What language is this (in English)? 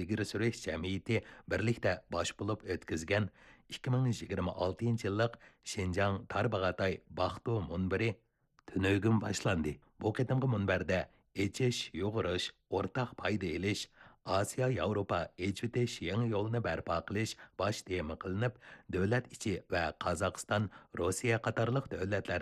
Uyghur